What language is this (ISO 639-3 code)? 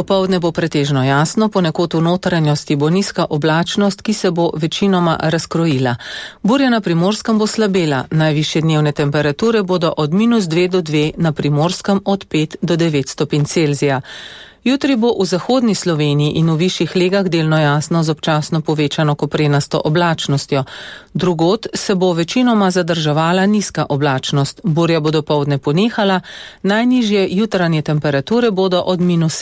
slv